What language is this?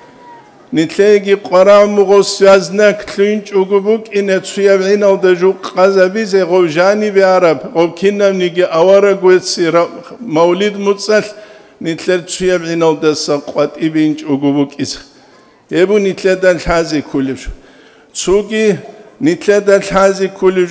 Avaric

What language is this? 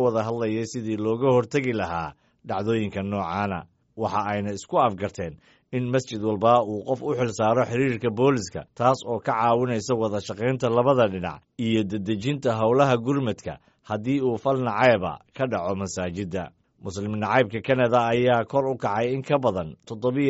Somali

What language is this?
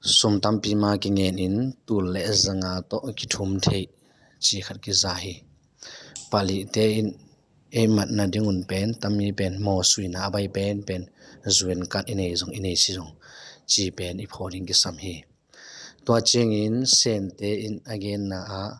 Tedim Chin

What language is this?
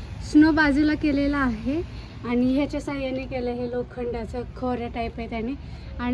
Marathi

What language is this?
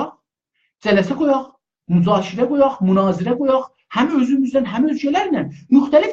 South Azerbaijani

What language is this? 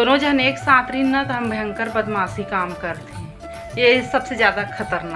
Chhattisgarhi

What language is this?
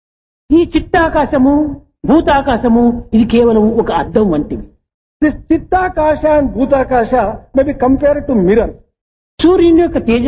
Telugu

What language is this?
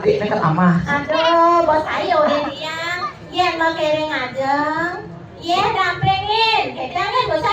Balinese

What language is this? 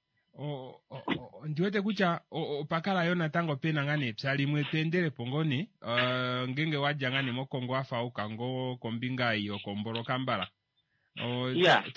Kuanyama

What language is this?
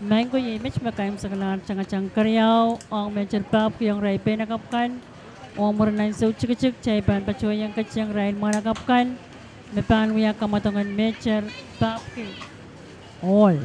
Pohnpeian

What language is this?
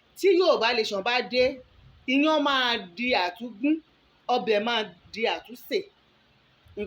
Yoruba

